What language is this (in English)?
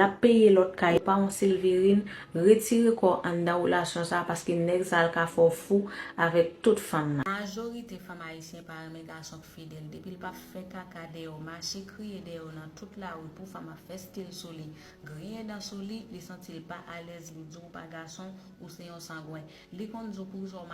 Haitian Creole